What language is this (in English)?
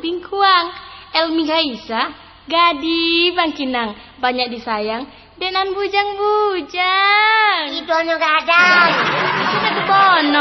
Minangkabau